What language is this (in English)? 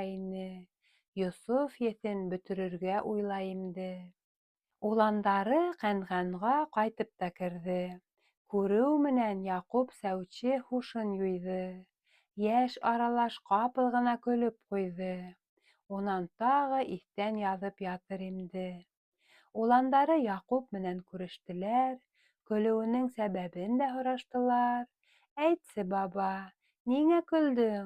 Bashkir